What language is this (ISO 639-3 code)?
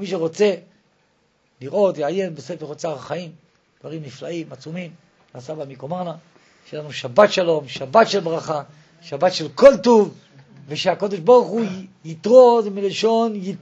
heb